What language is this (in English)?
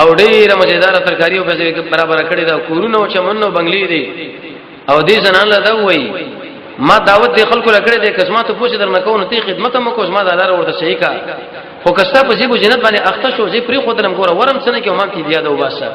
Pashto